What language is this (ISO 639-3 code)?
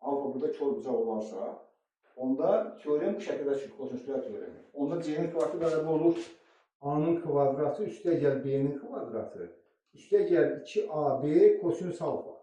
aze